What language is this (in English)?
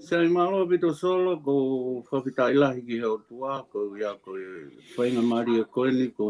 Tongan